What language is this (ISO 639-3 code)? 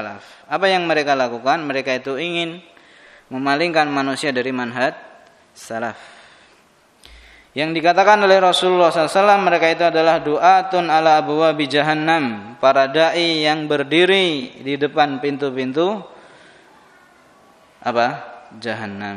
ind